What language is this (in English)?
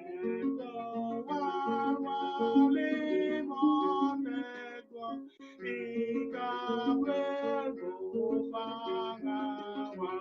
Acoli